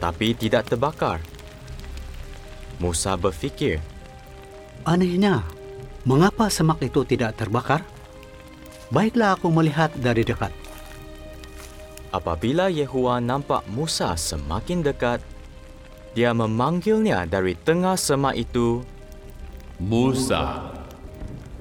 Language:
Malay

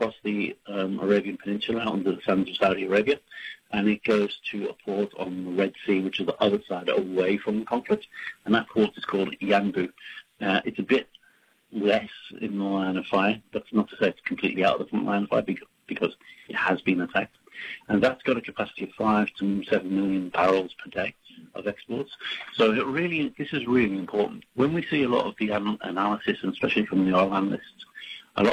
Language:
English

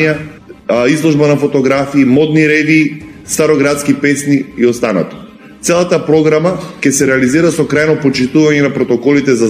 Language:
Macedonian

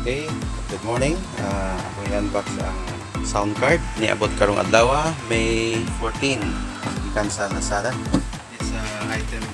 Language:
Cebuano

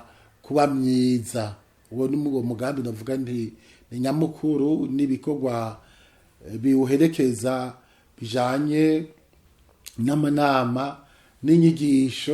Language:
Rundi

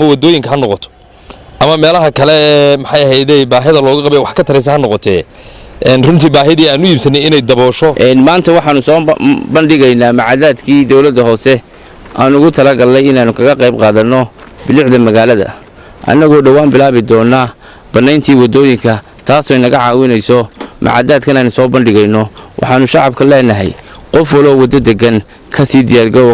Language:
Somali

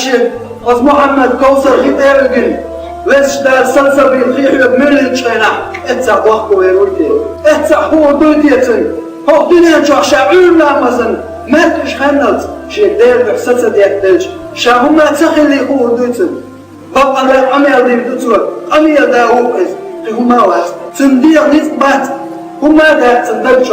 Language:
Chechen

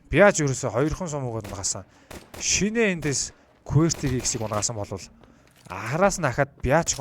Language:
Mongolian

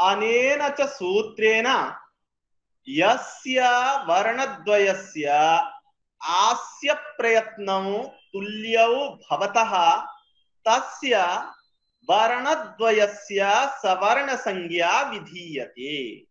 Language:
Sanskrit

